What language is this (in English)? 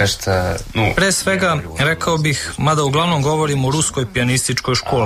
Serbian